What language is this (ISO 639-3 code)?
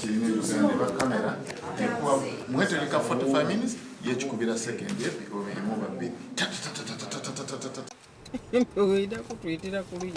xog